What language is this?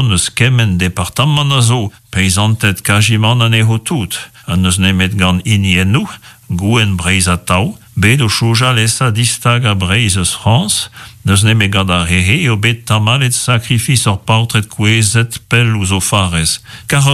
Breton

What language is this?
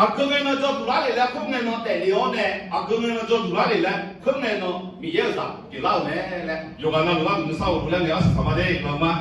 Akha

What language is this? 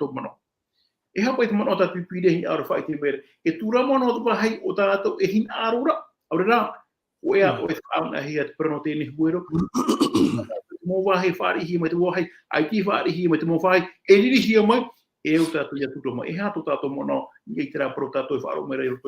Tahitian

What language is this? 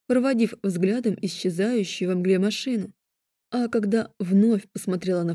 Russian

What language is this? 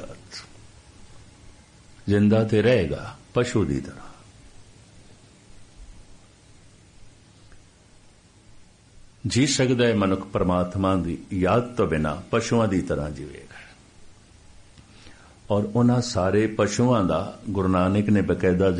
Punjabi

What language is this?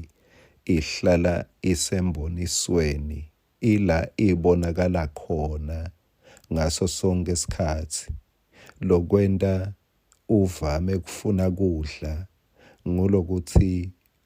Swati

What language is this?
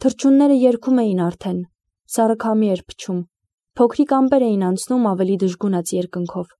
Armenian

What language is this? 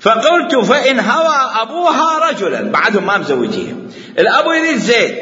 Mesopotamian Arabic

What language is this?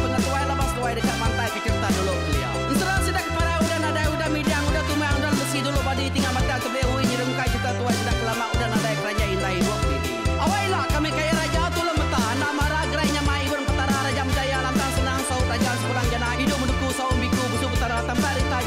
Iban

